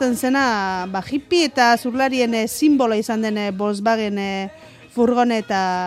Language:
Basque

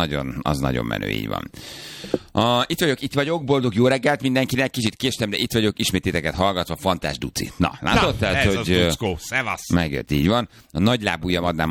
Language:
Hungarian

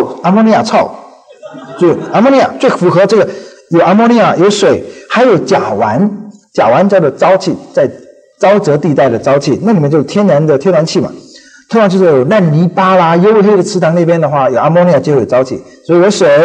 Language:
Chinese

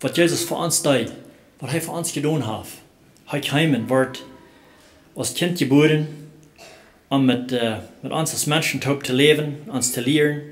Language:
Plautdietsch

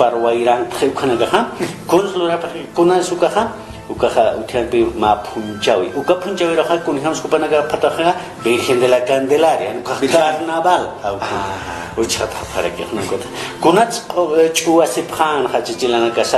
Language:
Aymara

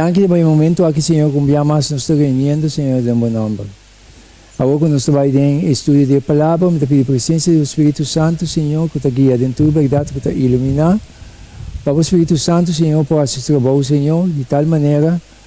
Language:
Papiamento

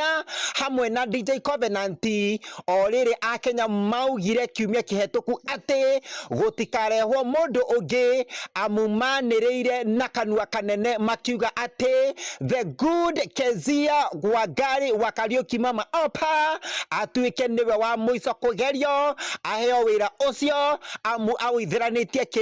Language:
Kikuyu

